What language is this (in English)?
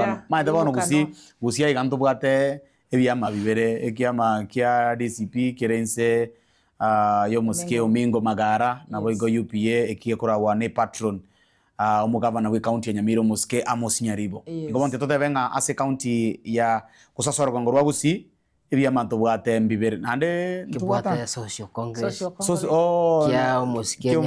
Gusii